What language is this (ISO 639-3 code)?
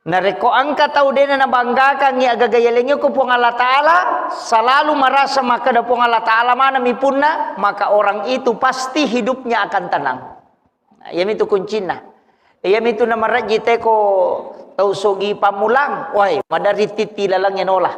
bug